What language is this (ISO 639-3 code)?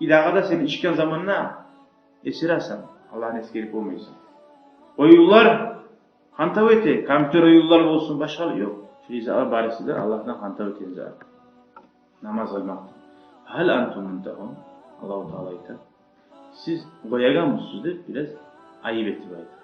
kum